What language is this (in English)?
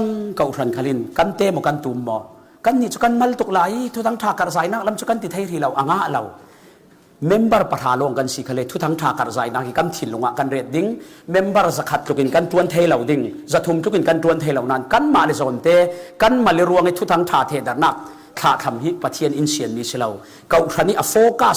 Falam Chin